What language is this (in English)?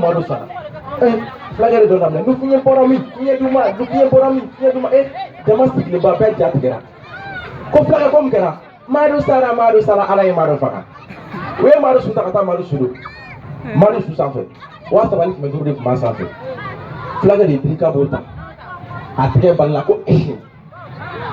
Bambara